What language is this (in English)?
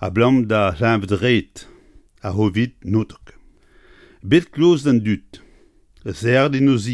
Breton